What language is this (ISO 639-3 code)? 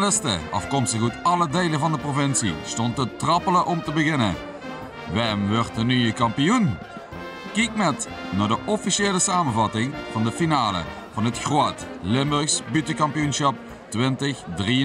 lim